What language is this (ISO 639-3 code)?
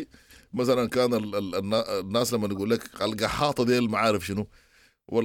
apd